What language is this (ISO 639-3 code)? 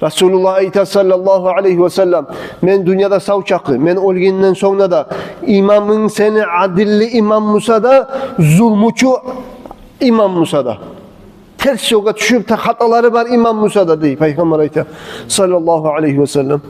kum